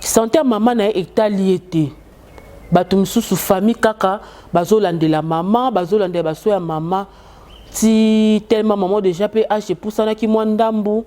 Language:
Lingala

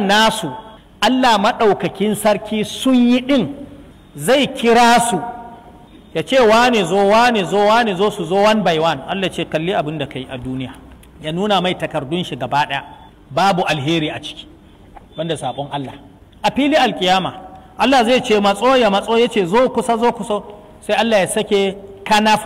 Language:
Hausa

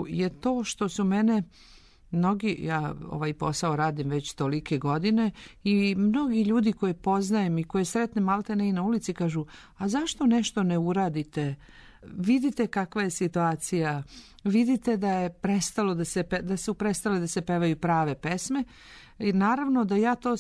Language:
Serbian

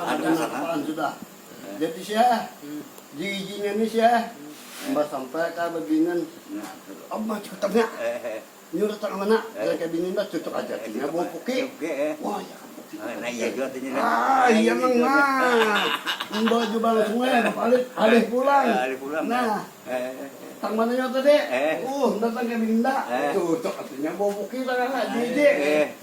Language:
Banjar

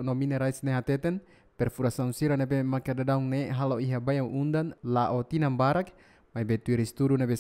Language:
Tetum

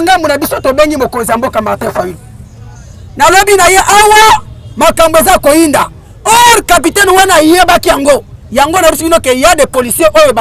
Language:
Lingala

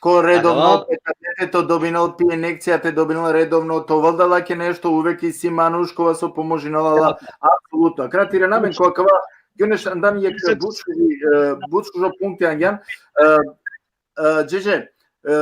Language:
Balkan Romani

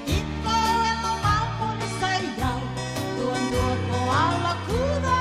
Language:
Fijian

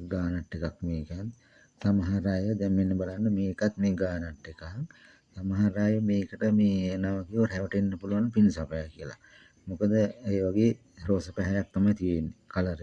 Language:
Sinhala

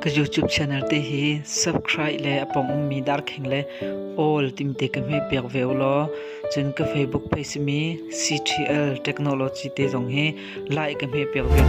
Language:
Hakha Chin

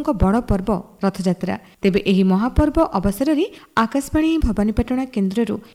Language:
Odia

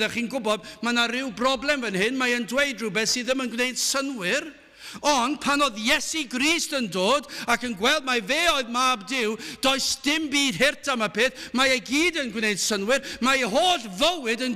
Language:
Welsh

